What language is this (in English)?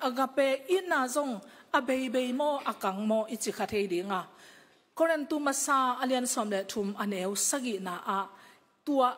Tedim Chin